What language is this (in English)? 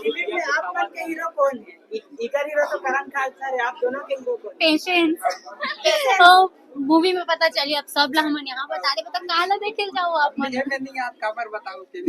Chhattisgarhi